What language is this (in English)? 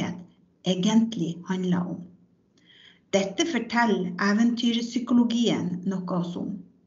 Norwegian